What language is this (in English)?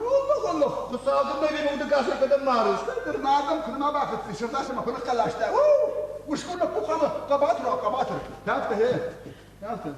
Ossetic